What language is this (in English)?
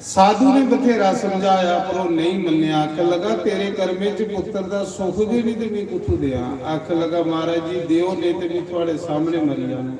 Dogri